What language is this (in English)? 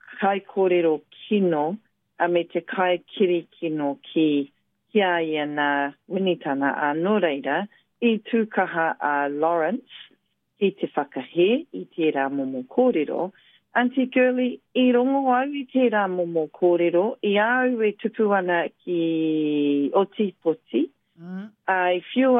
Māori